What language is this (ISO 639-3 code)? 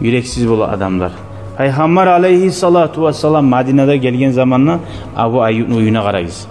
kum